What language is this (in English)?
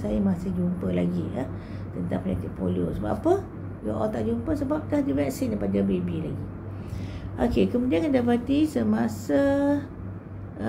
Malay